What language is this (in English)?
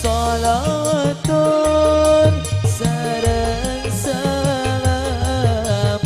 Madurese